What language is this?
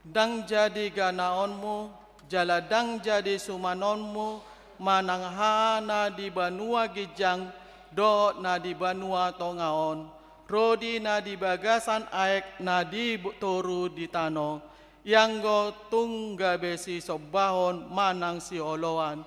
Batak Toba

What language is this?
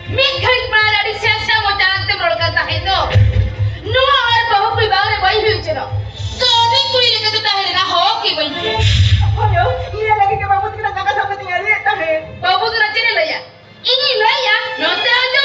Santali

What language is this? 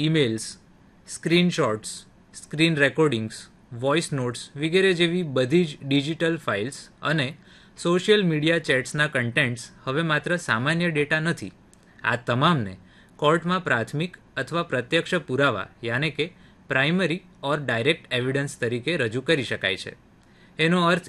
Gujarati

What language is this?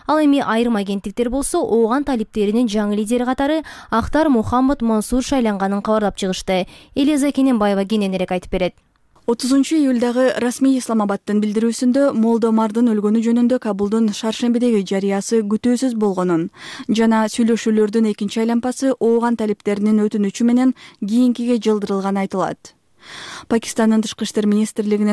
Kyrgyz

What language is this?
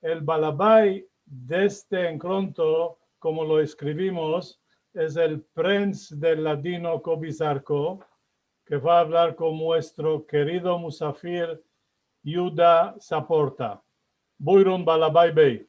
Ladino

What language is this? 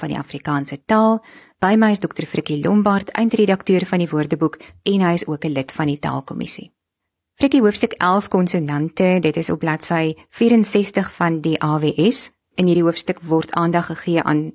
Afrikaans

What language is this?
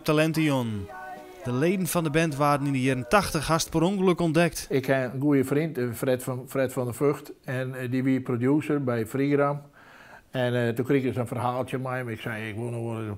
Western Frisian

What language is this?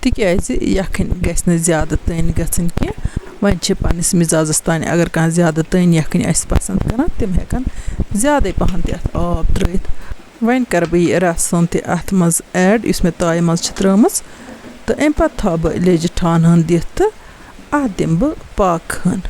Kashmiri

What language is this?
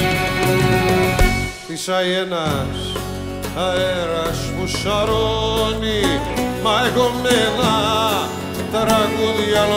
Greek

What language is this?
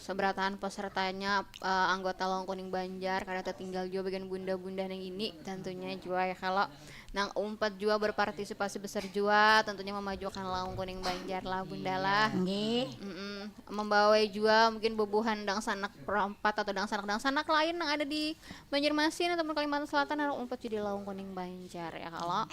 Banjar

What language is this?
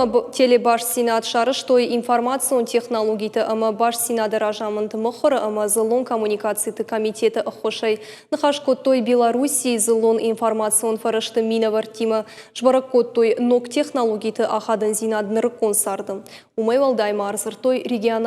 Ossetic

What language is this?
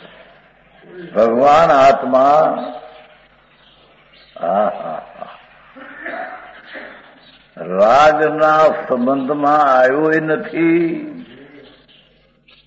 Gujarati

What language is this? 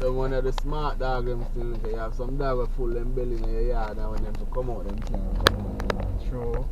Jamaican Creole English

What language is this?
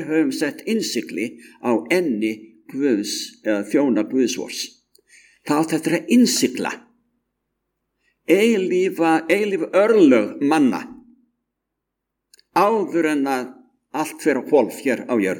Icelandic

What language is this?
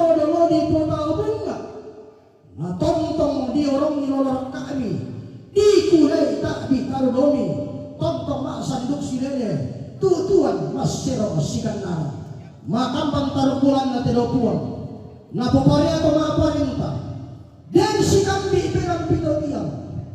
Toraja-Sa'dan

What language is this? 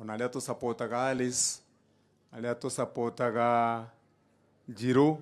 Kikuyu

